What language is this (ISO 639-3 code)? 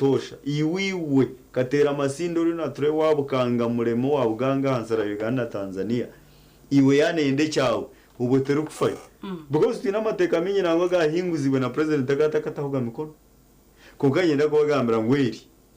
nyn